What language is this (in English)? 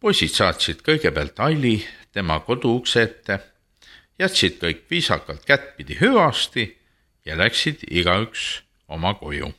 Estonian